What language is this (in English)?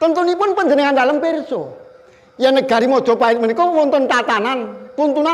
Javanese